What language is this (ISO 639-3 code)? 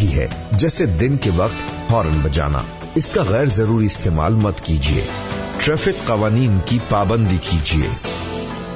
urd